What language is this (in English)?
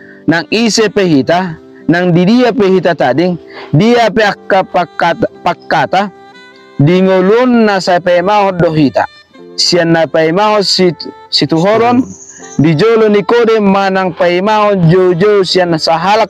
Batak Toba